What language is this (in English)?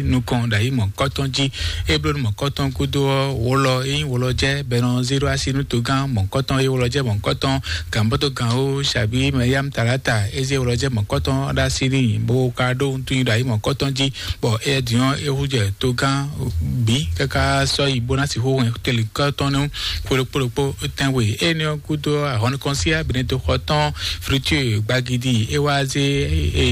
Fon